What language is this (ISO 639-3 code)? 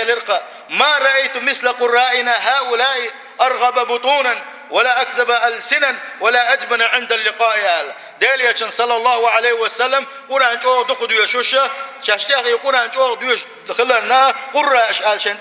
che